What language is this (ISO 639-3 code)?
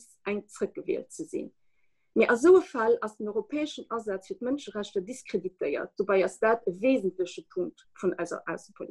ltz